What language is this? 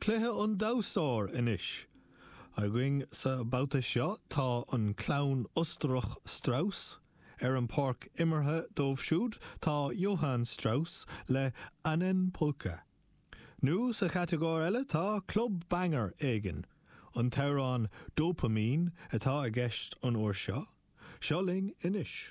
Irish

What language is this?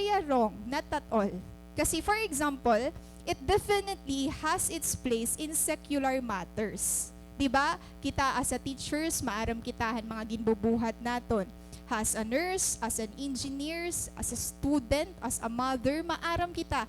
Waray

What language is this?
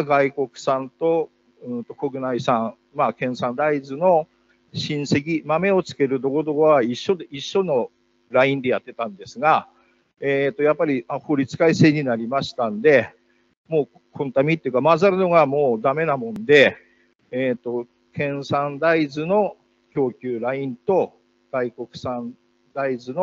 Japanese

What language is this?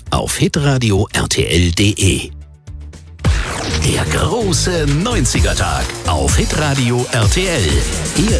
German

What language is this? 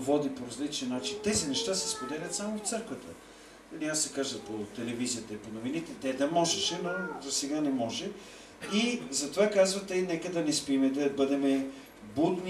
Bulgarian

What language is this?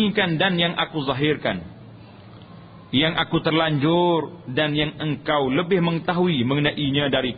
Malay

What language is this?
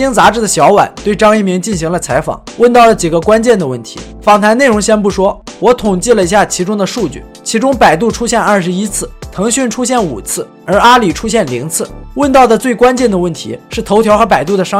Chinese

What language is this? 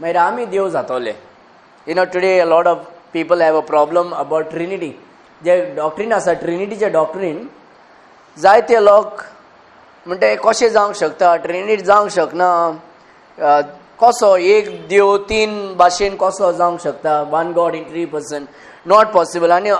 Konkani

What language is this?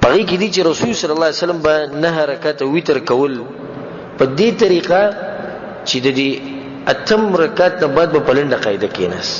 Pashto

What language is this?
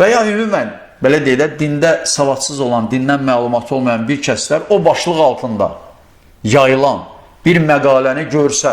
Azerbaijani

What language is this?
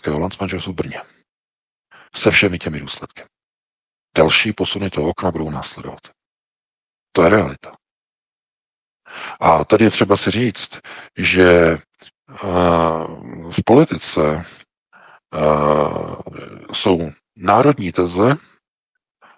Czech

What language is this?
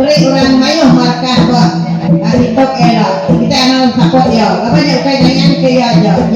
Iban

